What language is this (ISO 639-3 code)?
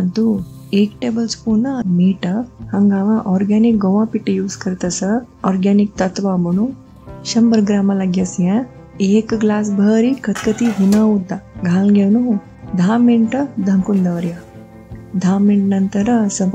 kok